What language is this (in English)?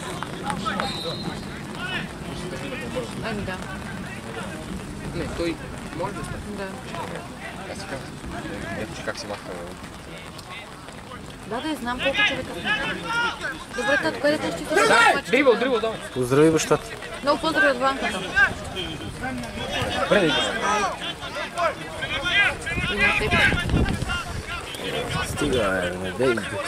Bulgarian